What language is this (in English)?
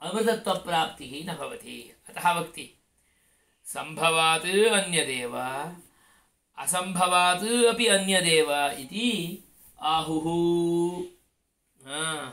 Sanskrit